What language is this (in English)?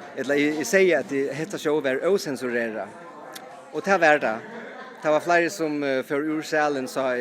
Faroese